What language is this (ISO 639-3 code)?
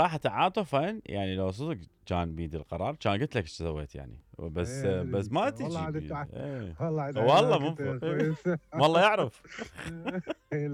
acm